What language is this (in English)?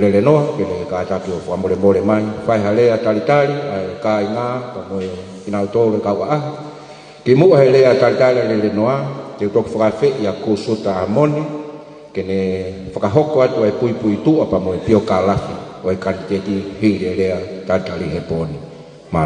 Tongan